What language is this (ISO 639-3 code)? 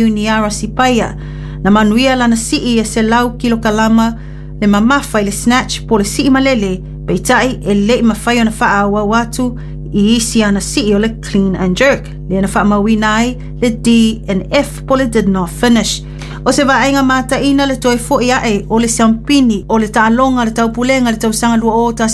smo